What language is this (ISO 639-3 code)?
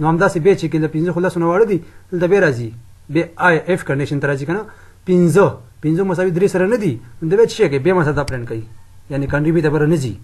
pus